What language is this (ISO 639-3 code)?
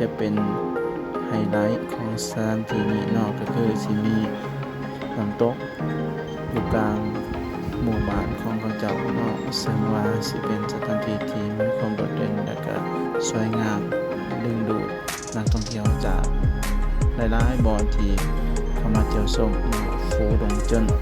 lao